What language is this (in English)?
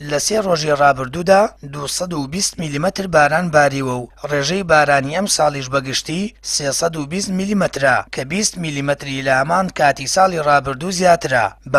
Central Kurdish